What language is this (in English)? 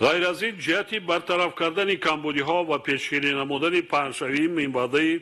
Tajik